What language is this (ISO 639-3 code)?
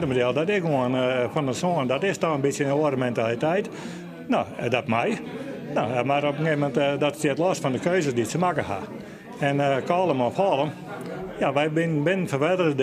fry